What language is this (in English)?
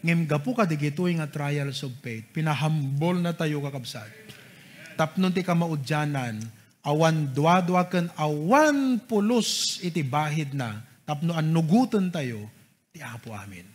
Iloko